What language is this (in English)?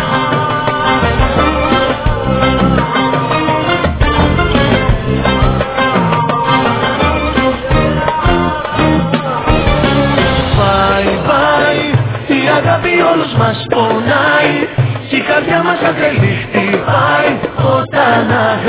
Greek